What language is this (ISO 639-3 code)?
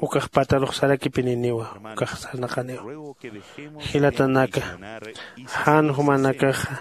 aym